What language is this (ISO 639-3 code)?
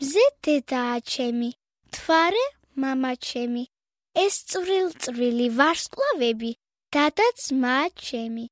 kat